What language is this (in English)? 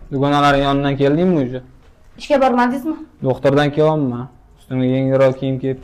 Uzbek